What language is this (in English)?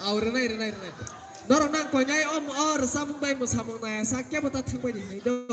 Kok Borok